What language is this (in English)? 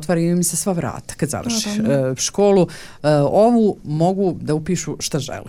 Serbian